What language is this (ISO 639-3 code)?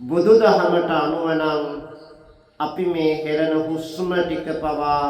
sin